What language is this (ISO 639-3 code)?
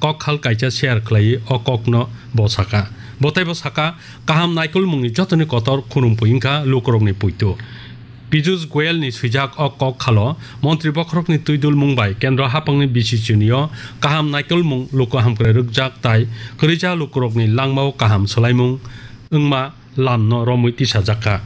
trp